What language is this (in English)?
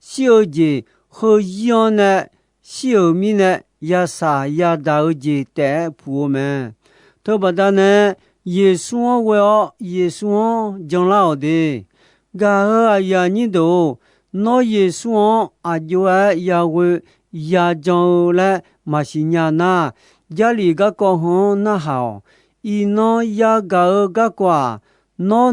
Akha